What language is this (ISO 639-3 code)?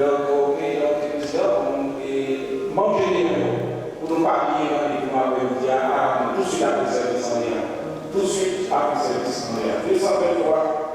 hat